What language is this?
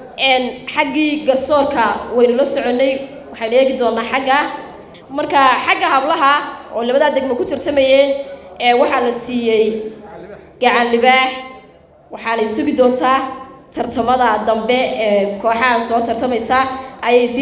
Somali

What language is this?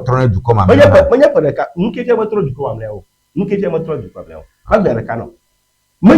Ewe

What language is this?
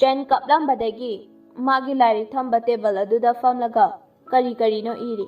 Manipuri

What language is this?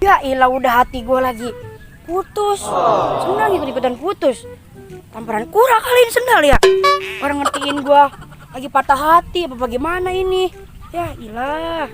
Betawi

